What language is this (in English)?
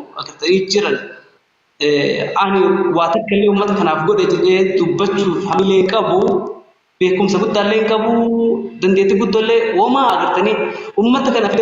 Oromo